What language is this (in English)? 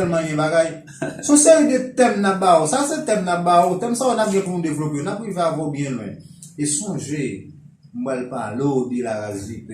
Haitian Creole